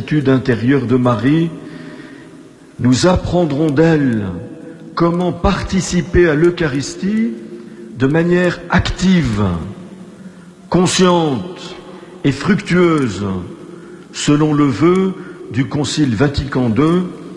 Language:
French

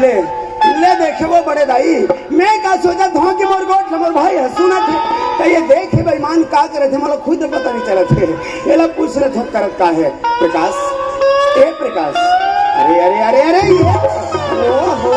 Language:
Chhattisgarhi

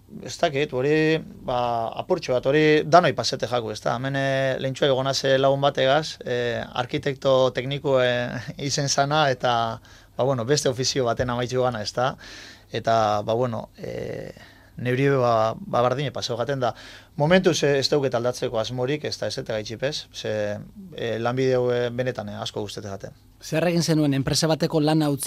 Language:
Basque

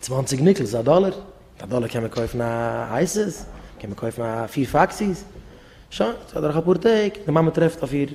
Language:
Yiddish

